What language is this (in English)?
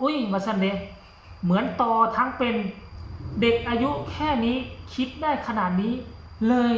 Northeastern Thai